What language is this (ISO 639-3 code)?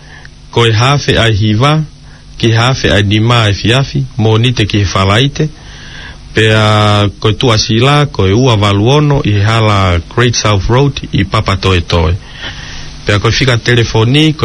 ton